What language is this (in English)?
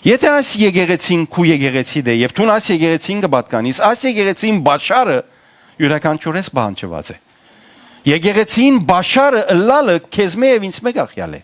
Western Armenian